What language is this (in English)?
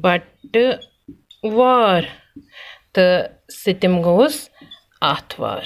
Kashmiri